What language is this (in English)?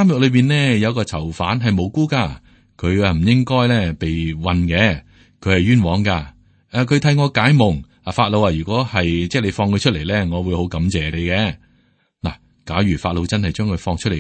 Cantonese